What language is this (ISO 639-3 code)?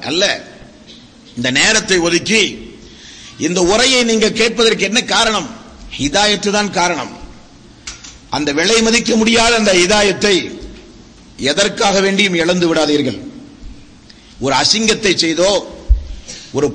tam